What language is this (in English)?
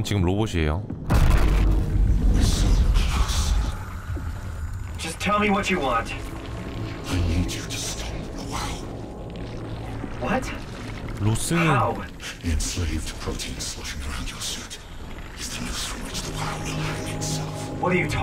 Korean